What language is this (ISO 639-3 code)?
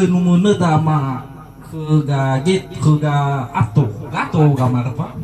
nia